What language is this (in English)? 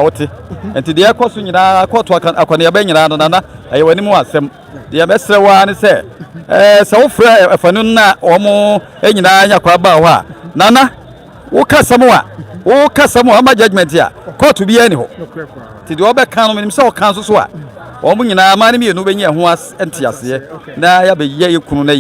Akan